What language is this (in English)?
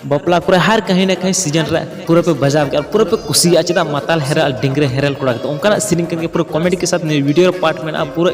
Santali